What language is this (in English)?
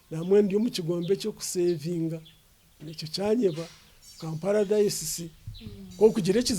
Nyankole